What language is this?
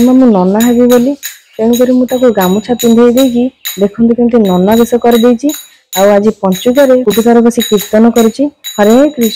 Odia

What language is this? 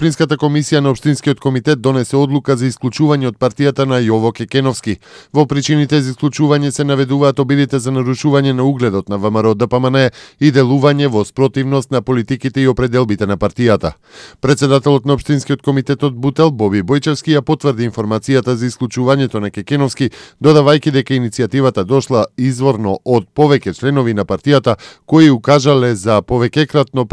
Macedonian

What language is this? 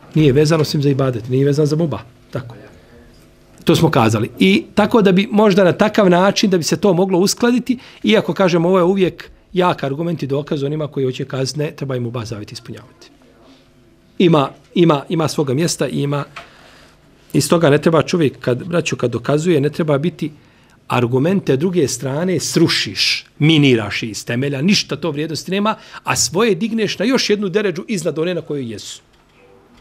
Bosnian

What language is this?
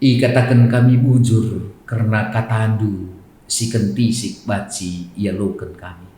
Batak Karo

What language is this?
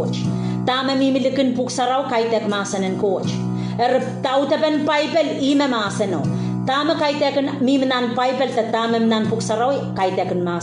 Pohnpeian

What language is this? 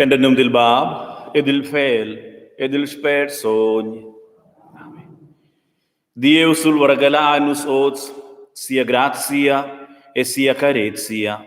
Romansh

